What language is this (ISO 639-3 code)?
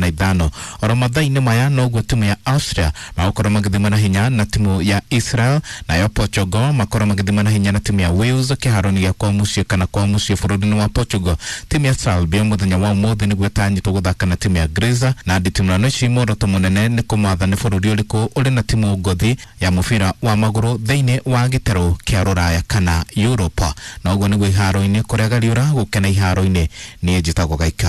kik